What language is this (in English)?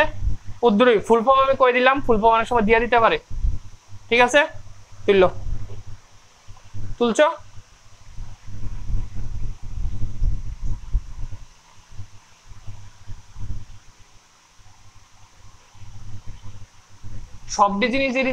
Bangla